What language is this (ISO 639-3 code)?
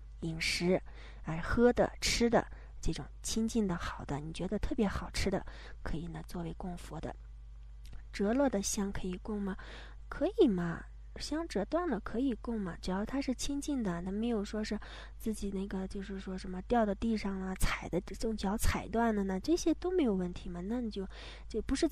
zho